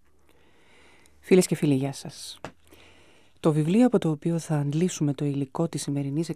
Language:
Greek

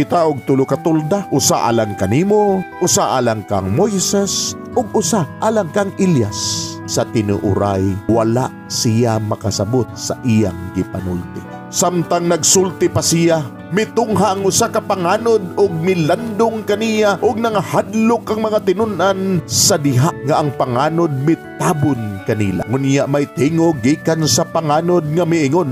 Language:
Cebuano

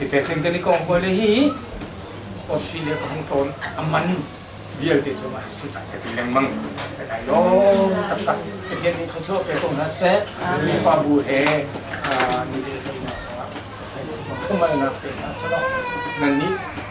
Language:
Hakha Chin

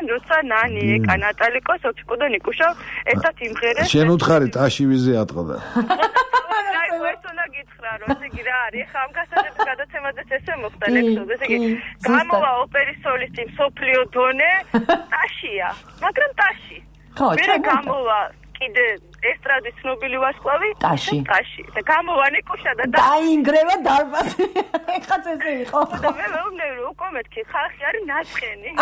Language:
Georgian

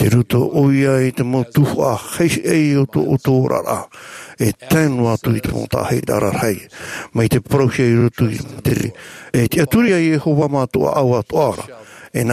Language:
Tahitian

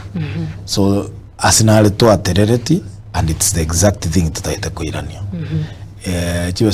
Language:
Gusii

